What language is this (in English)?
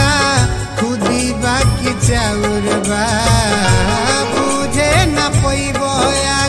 Bhojpuri